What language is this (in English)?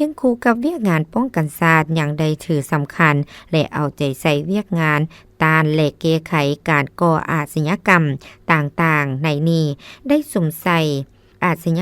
Lao